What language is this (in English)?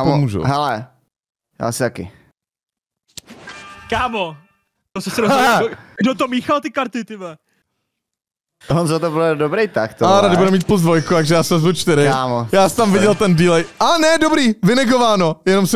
Czech